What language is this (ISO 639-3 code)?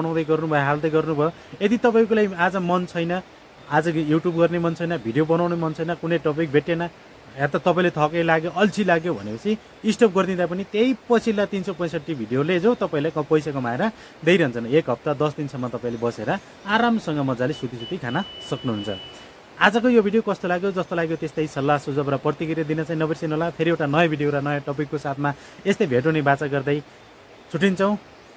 nep